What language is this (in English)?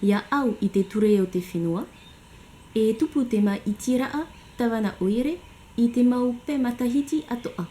Tahitian